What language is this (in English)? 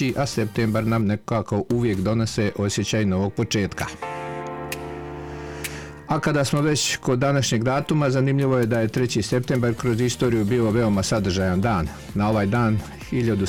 Bosnian